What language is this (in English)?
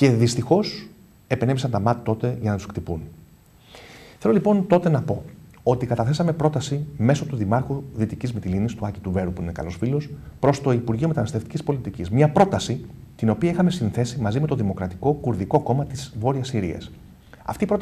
Greek